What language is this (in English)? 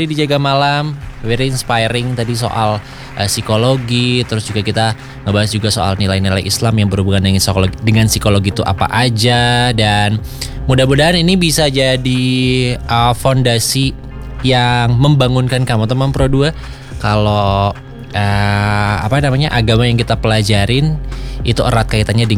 Indonesian